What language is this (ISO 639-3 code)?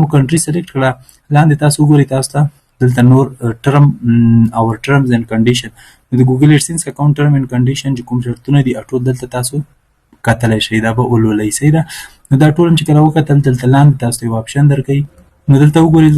pus